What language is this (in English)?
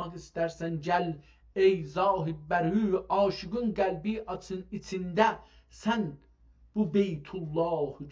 South Azerbaijani